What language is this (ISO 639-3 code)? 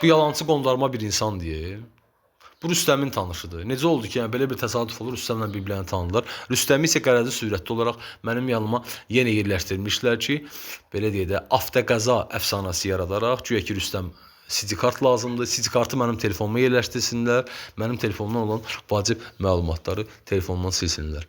aze